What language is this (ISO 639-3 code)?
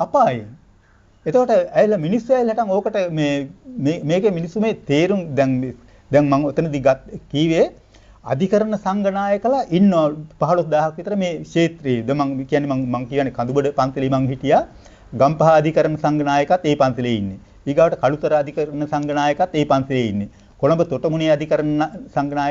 sin